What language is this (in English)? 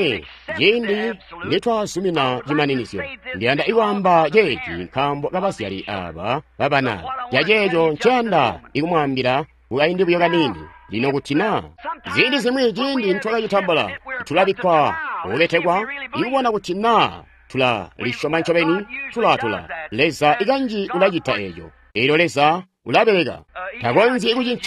Tonga (Zambia)